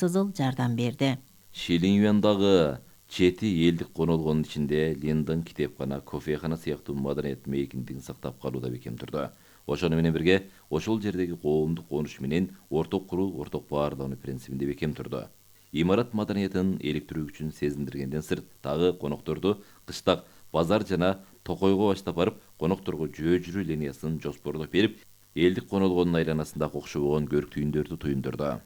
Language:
Kyrgyz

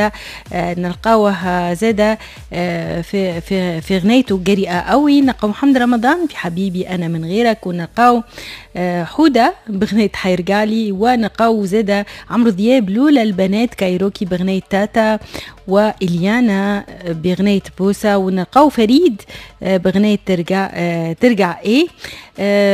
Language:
Tunisian Arabic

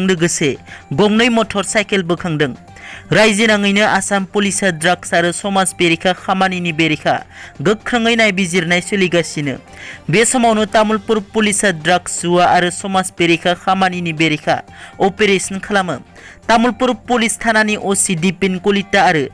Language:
Bodo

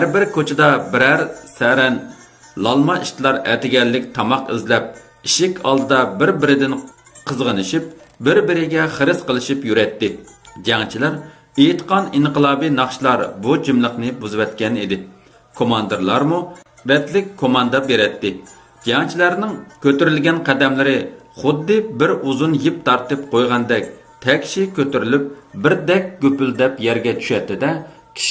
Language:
Uyghur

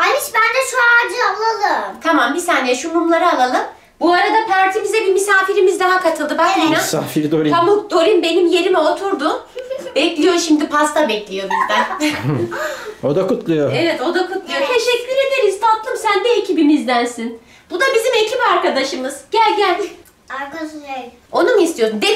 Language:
Turkish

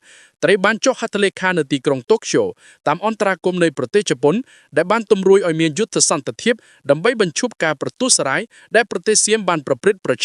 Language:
Khmer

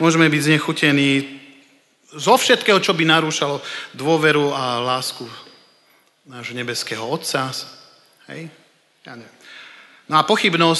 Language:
Slovak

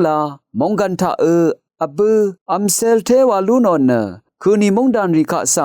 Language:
Rawang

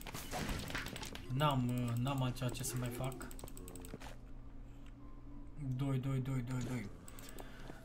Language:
Romanian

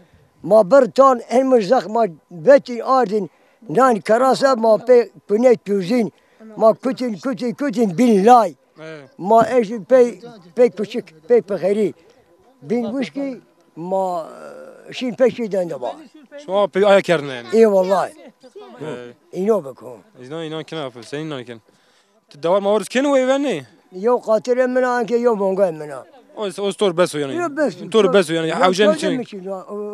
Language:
Zaza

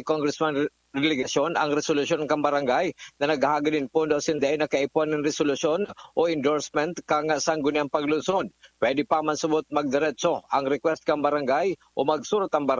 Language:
Bikol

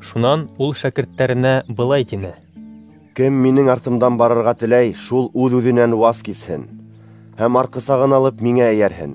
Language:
Bashkir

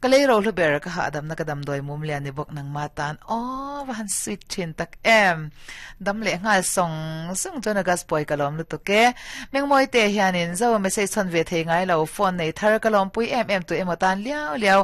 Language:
Mizo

